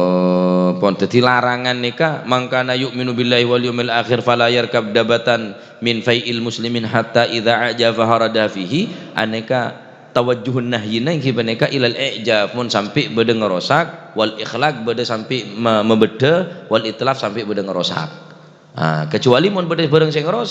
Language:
Madurese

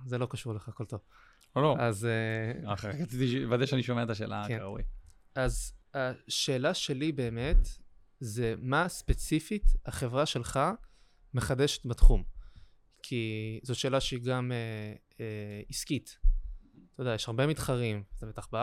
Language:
Hebrew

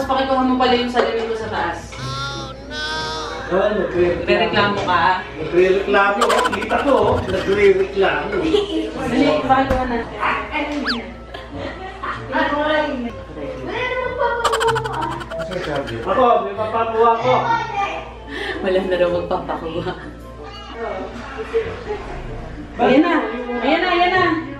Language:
Filipino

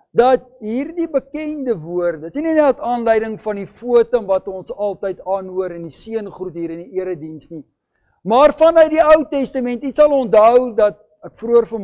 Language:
Afrikaans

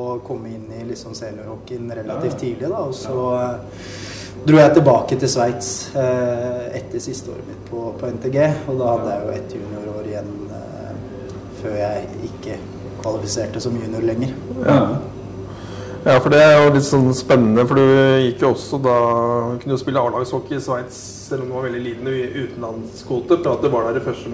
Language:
Norwegian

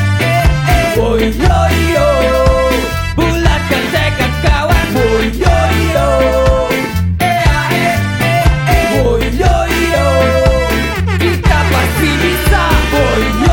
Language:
Indonesian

